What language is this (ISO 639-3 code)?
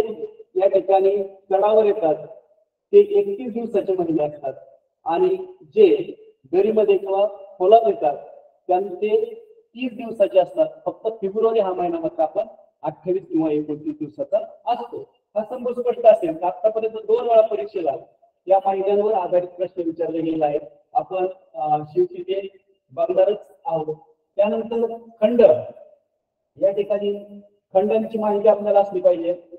mar